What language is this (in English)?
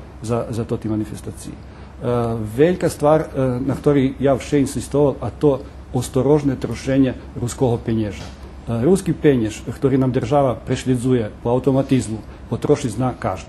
Rusyn